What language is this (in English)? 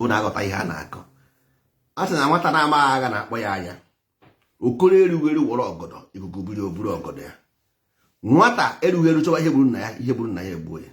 Igbo